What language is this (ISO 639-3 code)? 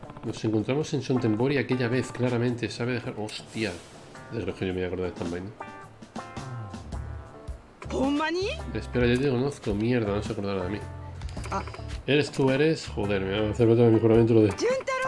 spa